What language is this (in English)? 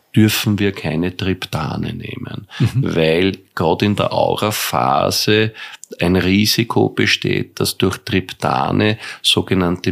German